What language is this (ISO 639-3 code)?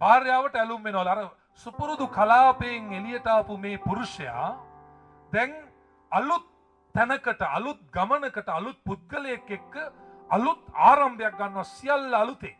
sin